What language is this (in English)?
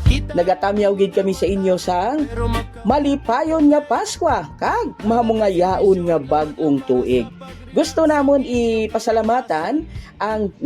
Hiligaynon